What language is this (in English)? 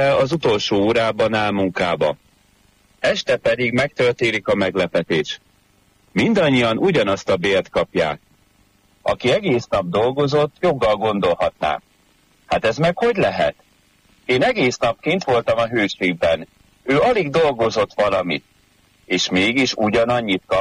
Hungarian